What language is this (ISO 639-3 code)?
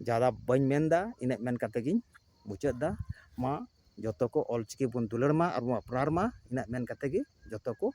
sat